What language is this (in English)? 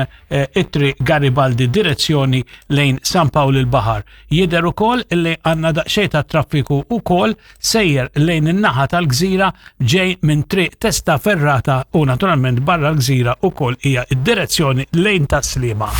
Maltese